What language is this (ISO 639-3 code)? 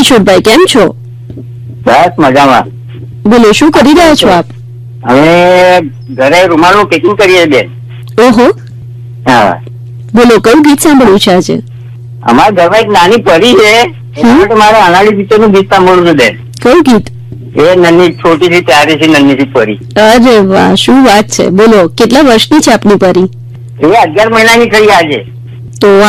guj